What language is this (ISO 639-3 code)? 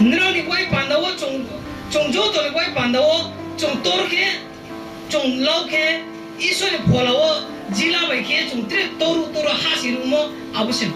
ria